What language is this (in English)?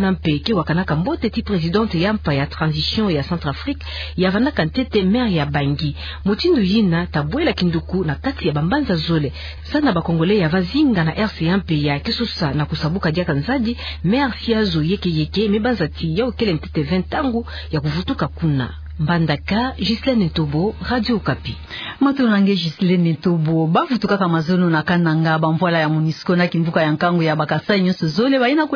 Kituba (Democratic Republic of Congo)